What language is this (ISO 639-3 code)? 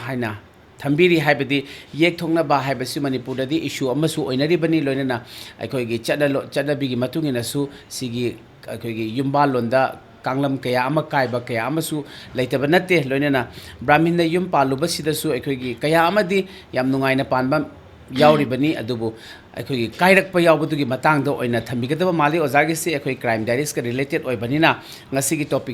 mni